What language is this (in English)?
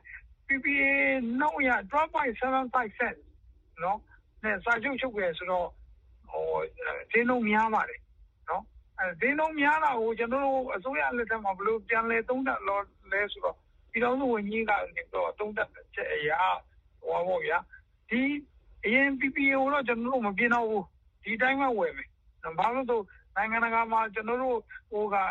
Burmese